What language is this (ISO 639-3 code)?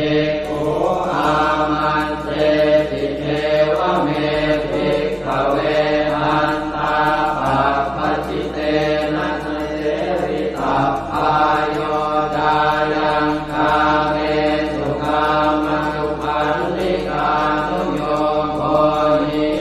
pli